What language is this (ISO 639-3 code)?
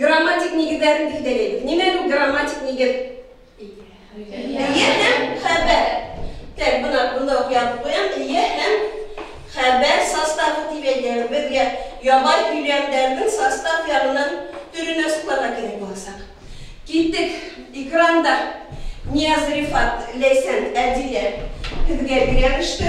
bak